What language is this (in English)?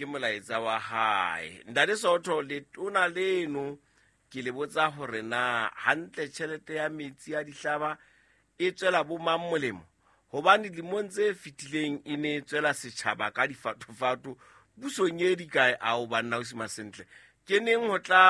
Southern Sotho